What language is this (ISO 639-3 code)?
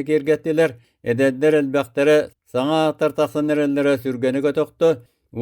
sah